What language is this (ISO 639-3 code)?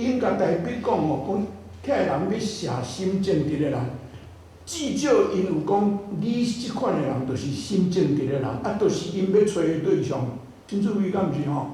nan